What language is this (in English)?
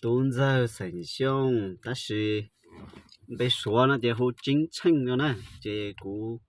Hmong